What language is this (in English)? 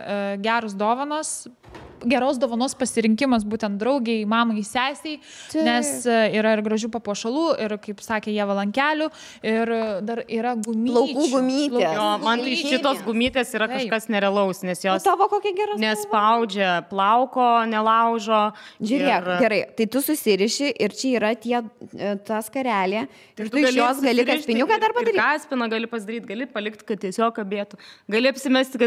Lithuanian